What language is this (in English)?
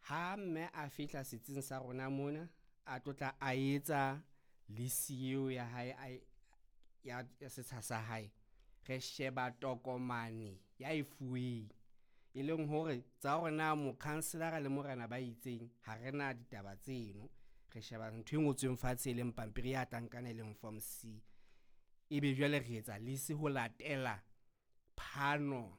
Southern Sotho